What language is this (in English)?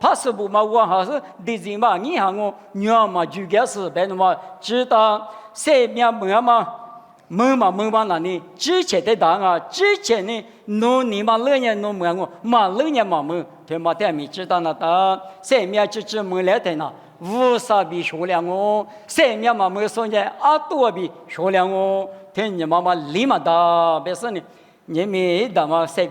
Lisu